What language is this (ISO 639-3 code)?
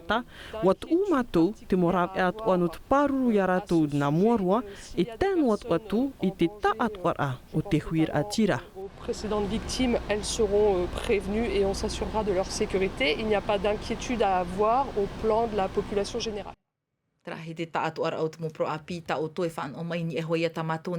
tah